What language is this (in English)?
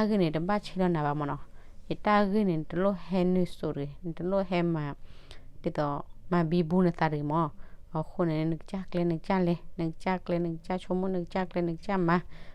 S'gaw Karen